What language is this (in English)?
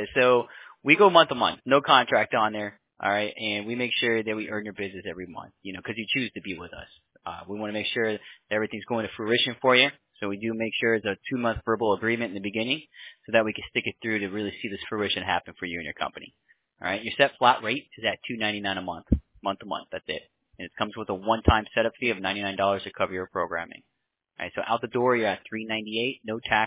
English